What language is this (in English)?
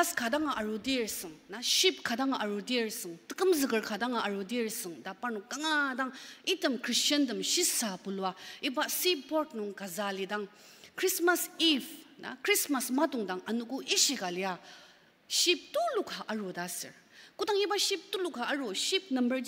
Ao Naga